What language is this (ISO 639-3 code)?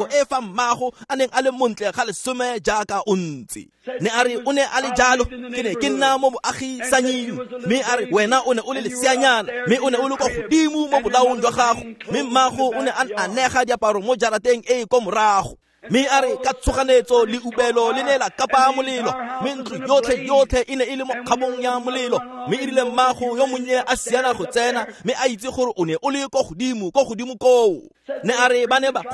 tsn